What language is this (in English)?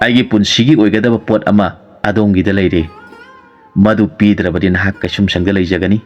Manipuri